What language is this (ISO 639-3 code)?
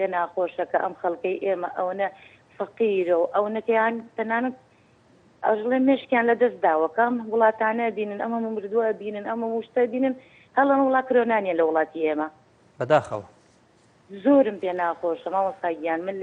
ckb